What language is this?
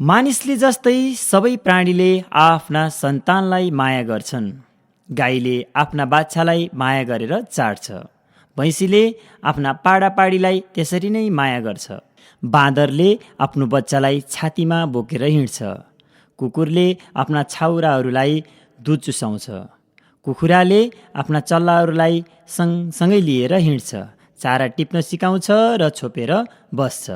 Nepali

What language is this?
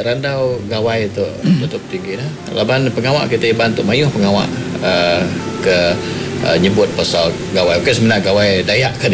Iban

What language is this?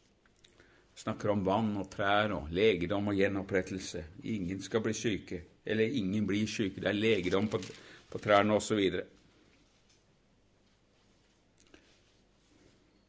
Norwegian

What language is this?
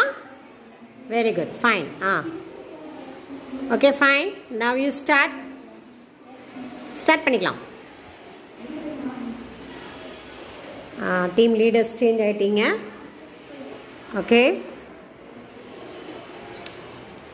Tamil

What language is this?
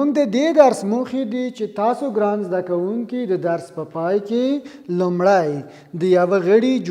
Pashto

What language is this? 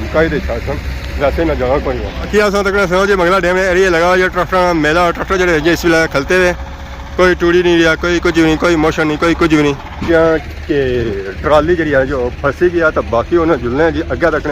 Pahari-Potwari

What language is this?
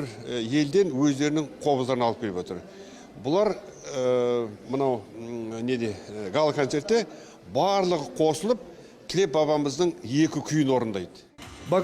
Kazakh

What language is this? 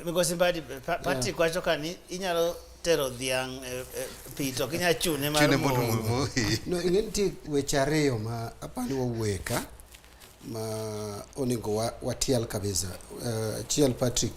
Luo (Kenya and Tanzania)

